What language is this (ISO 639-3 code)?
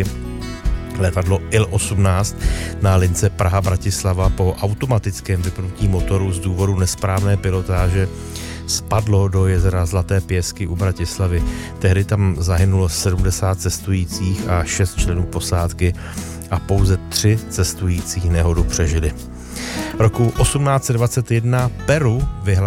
ces